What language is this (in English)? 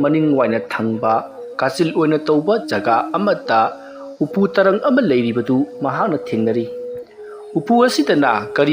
Manipuri